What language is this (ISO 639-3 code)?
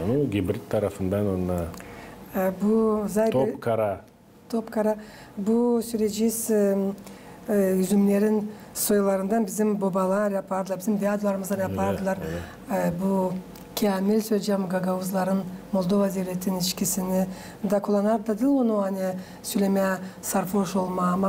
gag